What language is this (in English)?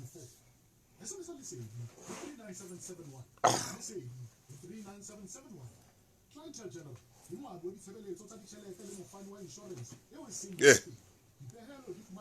Southern Sotho